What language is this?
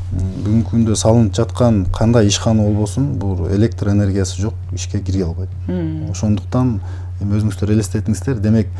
Kyrgyz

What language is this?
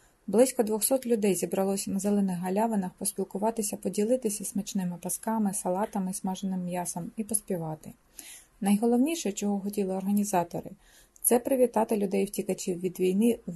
Ukrainian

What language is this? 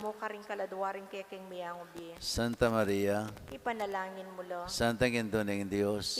Pampanga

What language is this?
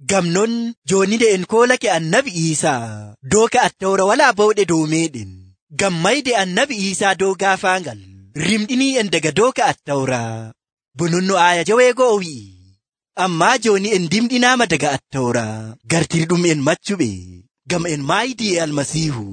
Nigerian Fulfulde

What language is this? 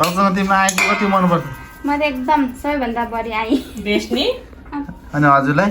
Nepali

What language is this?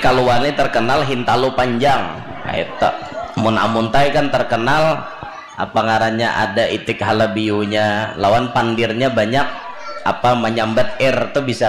Banjar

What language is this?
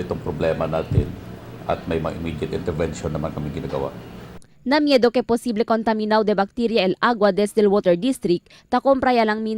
Chavacano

